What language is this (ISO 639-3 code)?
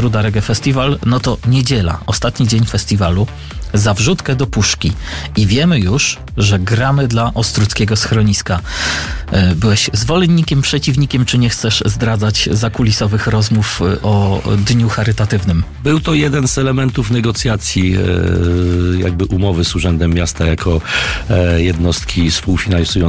pol